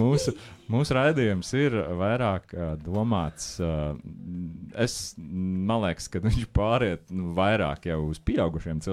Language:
Latvian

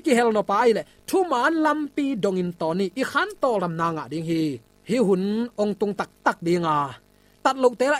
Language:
Tedim Chin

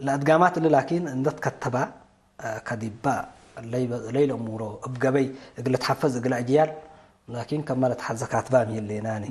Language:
Tigre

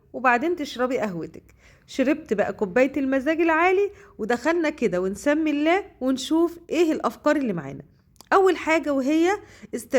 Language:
Egyptian Arabic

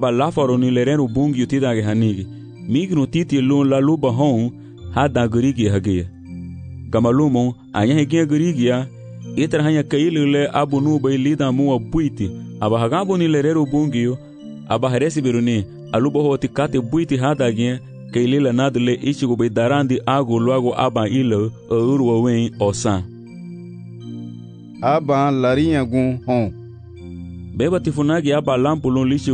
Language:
Garifuna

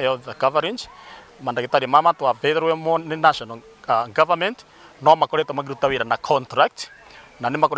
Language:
Meru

